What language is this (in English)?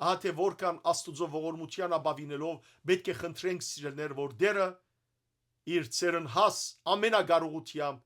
Western Armenian